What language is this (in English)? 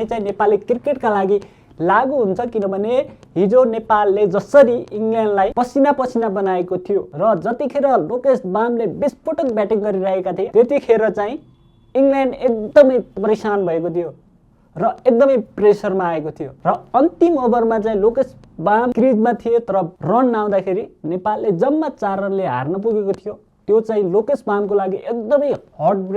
Nepali